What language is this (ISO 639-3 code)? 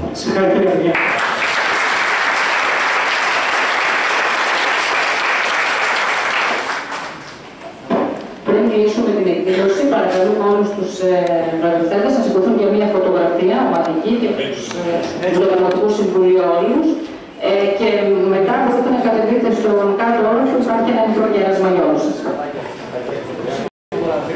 ell